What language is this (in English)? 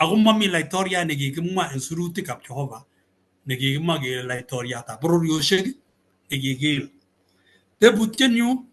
Kalenjin